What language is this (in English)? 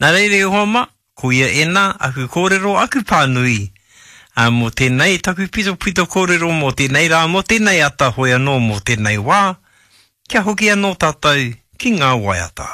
Māori